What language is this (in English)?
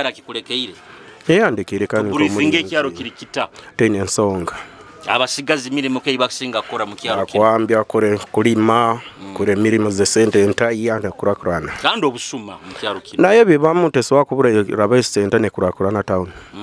Nyoro